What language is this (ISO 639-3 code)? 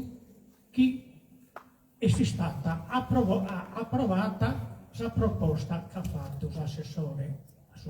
srd